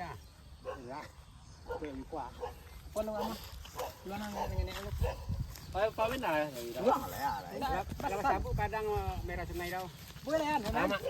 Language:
Minangkabau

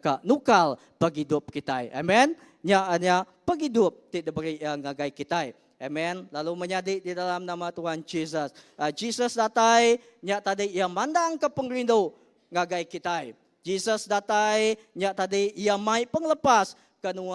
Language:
Iban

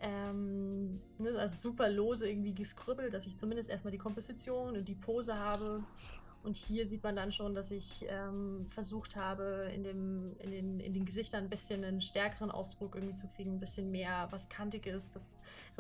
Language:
German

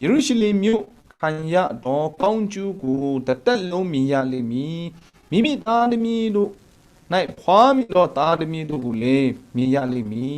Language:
Kachin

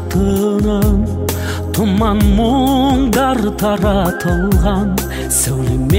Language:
Kazakh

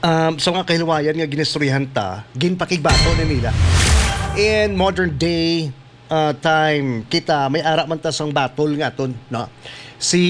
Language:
Hiligaynon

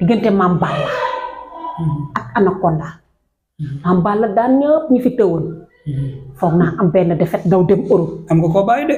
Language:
Wolof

